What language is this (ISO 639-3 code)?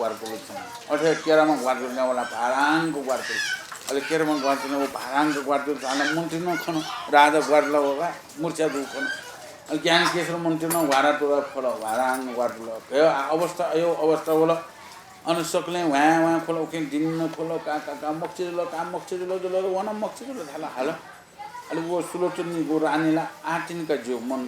new